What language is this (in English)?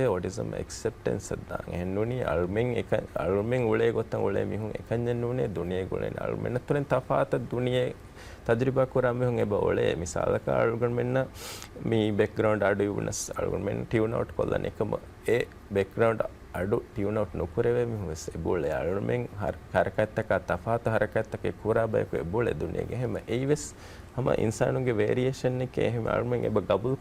Divehi